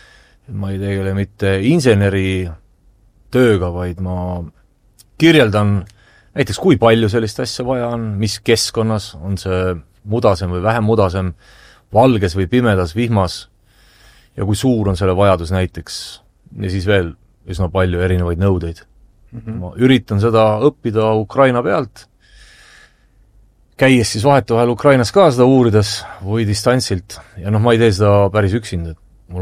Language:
Estonian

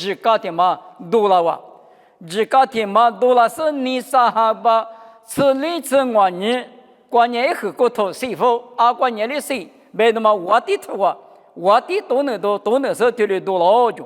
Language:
Lisu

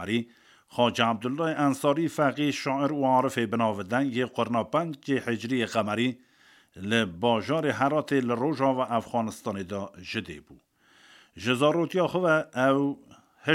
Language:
Kurdish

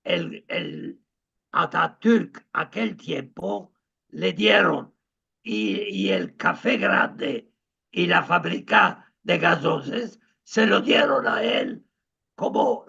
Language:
Ladino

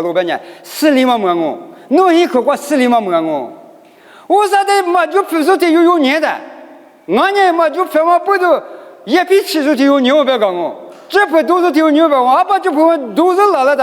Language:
Lisu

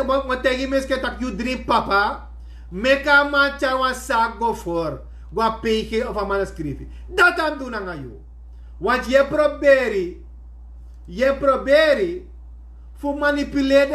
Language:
Sranan Tongo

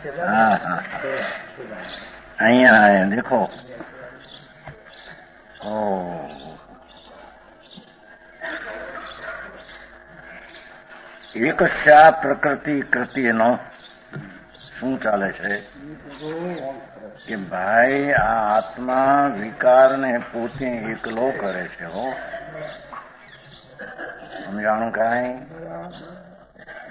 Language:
Gujarati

